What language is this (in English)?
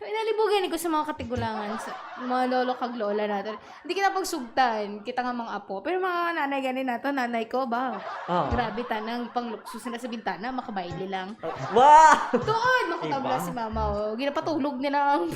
Hiligaynon